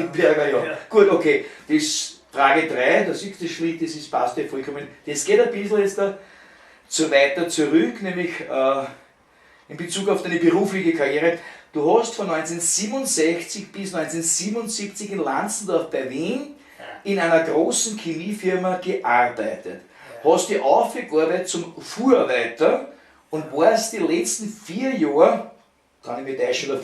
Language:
Bavarian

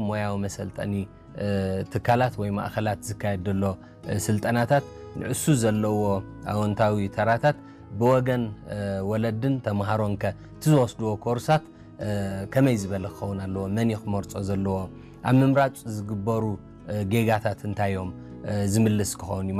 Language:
Tigrinya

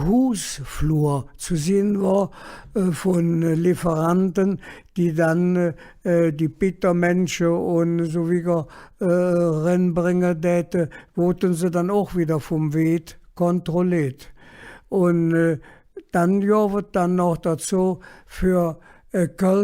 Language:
Colognian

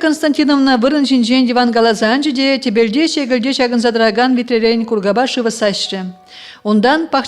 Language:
Chuvash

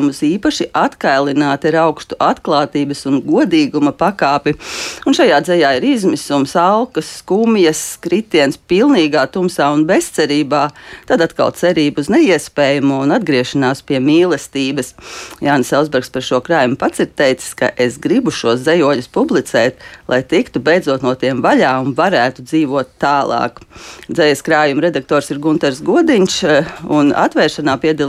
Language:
Latvian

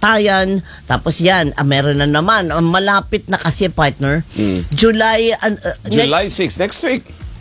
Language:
Filipino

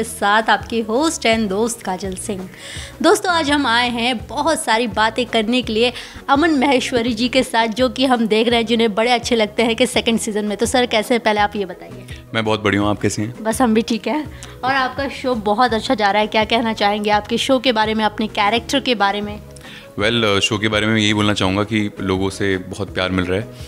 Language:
Hindi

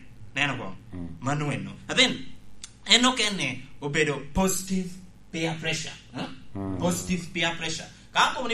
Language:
Lango (Uganda)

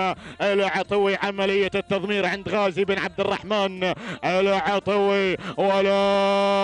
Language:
Gulf Arabic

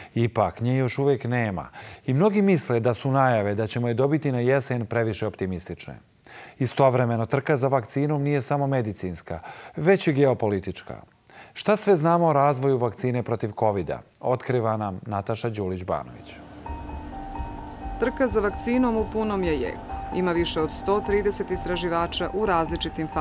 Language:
Serbian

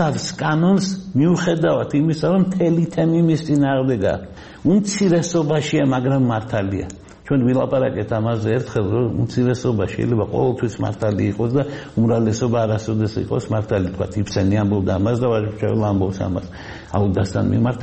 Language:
Georgian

